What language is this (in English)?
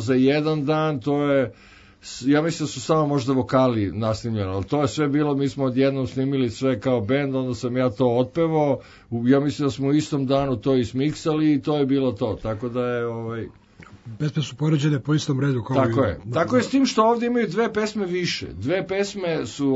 Serbian